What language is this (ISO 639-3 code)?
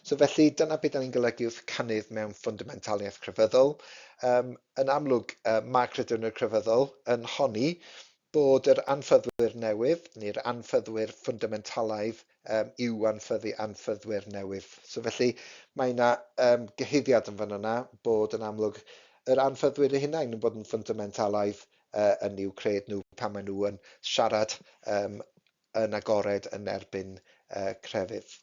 cym